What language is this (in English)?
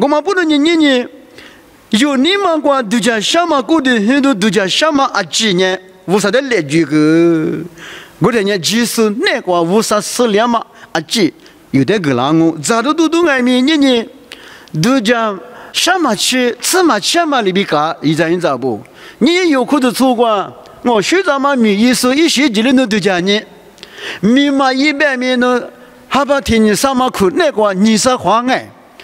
Lisu